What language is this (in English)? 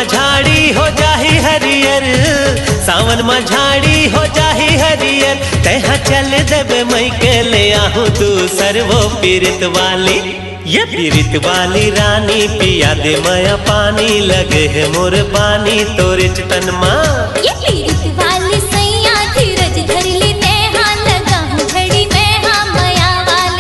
Chhattisgarhi